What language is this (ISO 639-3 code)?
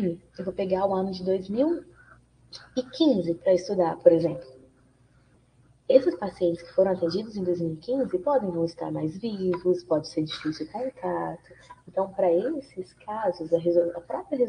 por